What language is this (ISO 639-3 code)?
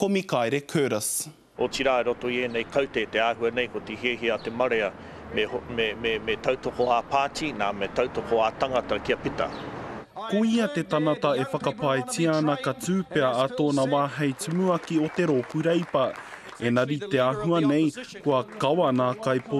mri